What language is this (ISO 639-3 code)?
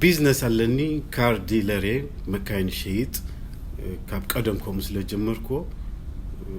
tir